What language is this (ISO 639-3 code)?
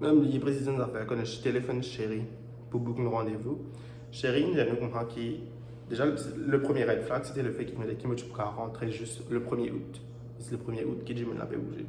mfe